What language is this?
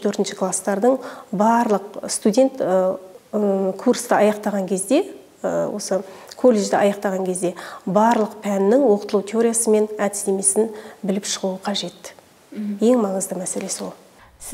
Kazakh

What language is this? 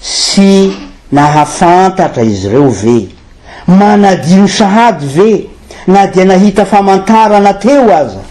Malagasy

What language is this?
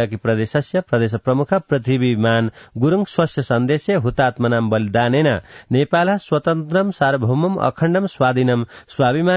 Sanskrit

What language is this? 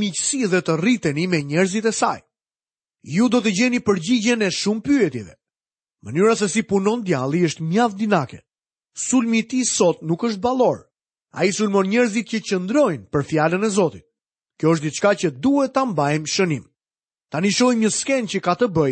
Albanian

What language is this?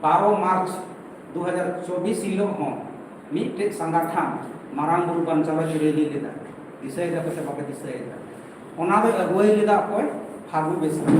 Santali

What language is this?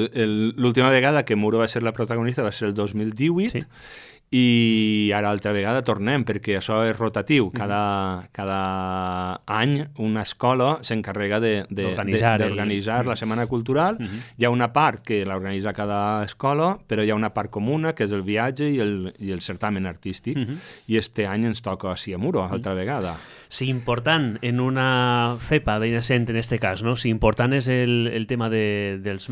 Catalan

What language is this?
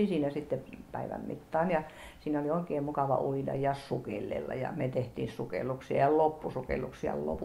Finnish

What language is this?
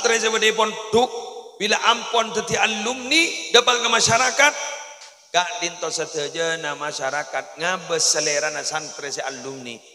Madurese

